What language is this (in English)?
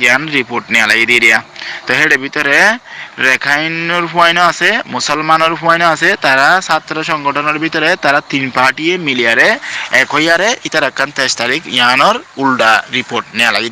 Rohingya